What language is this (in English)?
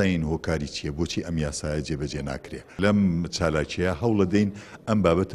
Central Kurdish